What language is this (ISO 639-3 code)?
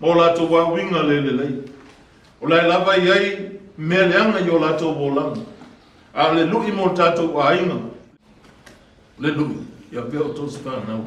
smo